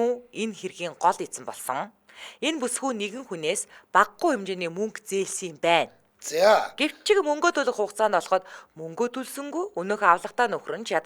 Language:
Mongolian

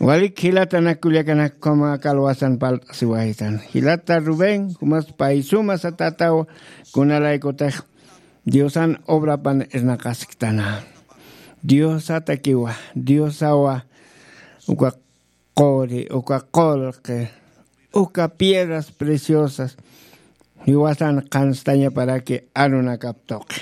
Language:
Aymara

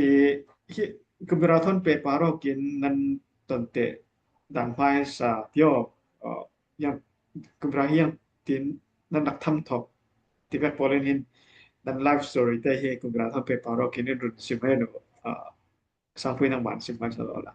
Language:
Falam Chin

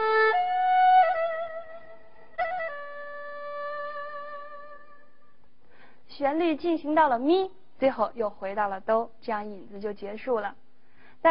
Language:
Chinese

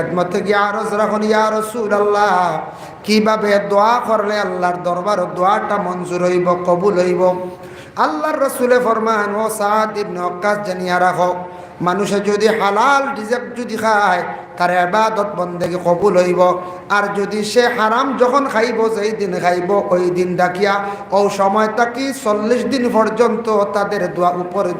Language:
Sylheti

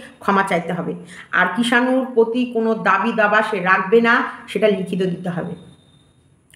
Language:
Bangla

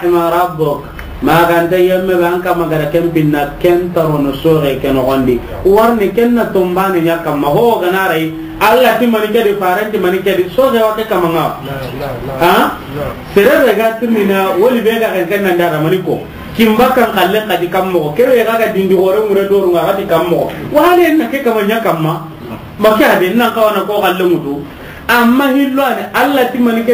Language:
Soninke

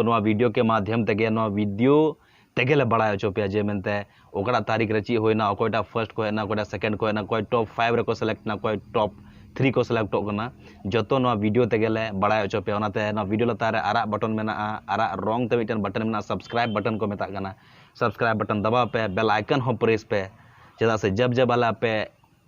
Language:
Santali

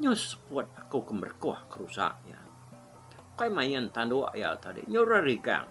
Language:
Iban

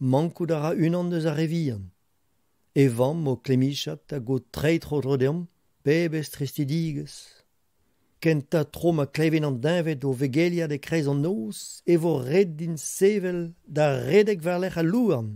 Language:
Breton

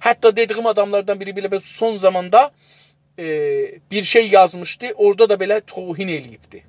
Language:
South Azerbaijani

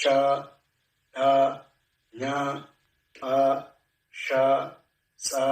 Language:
Oromo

